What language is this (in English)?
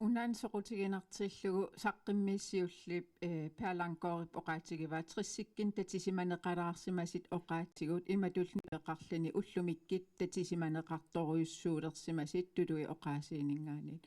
Kalaallisut